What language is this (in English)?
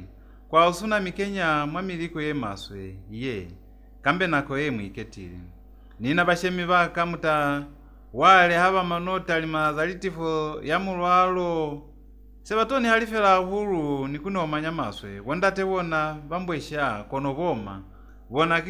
Lozi